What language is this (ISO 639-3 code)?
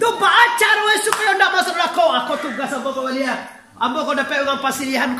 min